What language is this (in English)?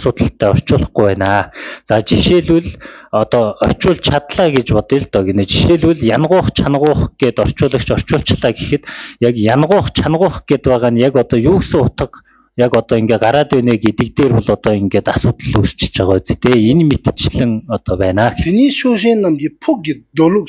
Mongolian